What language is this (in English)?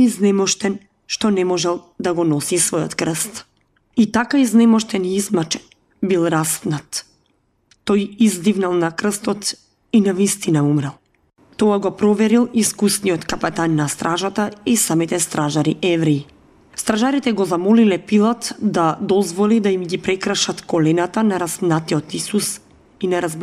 Macedonian